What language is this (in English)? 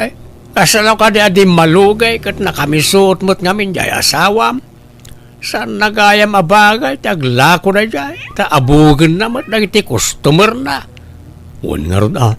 Iloko